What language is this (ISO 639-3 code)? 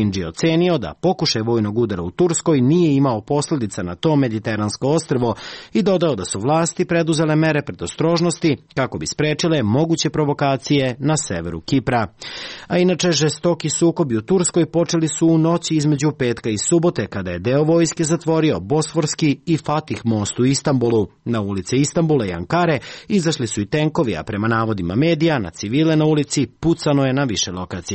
srp